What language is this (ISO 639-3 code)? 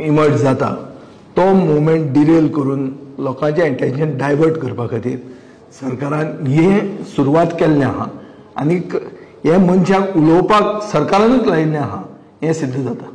kok